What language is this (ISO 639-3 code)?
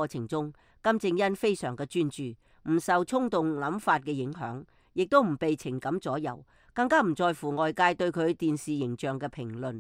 yue